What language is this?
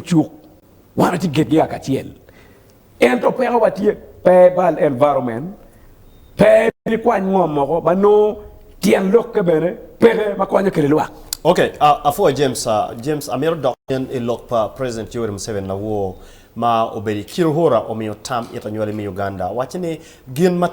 Acoli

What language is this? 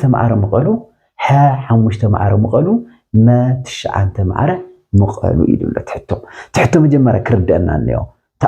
Tigrinya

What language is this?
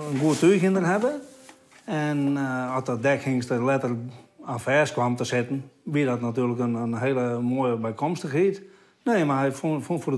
Western Frisian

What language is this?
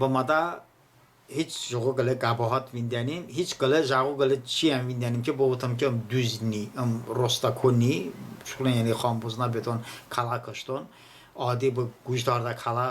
Talysh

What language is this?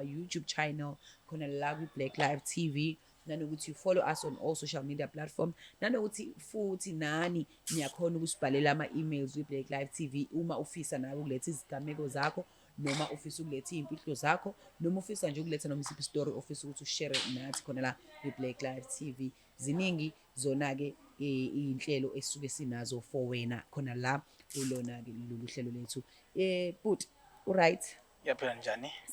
Zulu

